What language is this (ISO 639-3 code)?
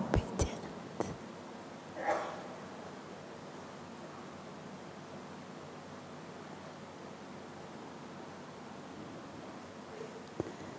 hin